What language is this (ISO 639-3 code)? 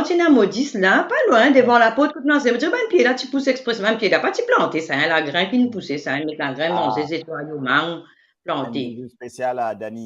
mfe